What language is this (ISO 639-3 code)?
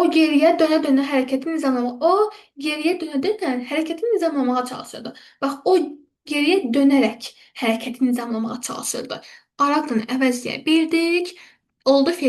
aze